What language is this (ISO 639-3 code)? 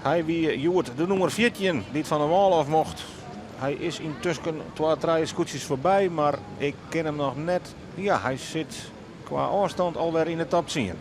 fry